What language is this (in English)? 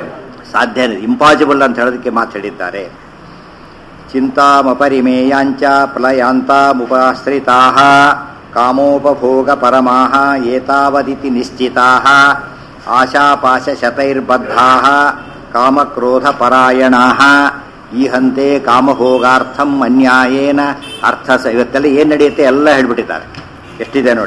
Kannada